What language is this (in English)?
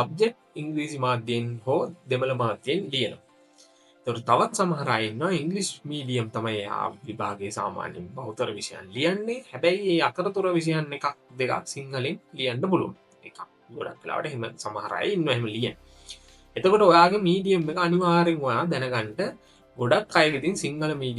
Sinhala